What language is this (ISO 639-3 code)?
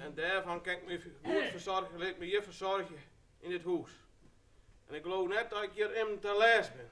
fry